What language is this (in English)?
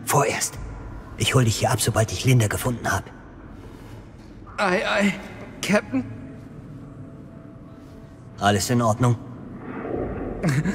German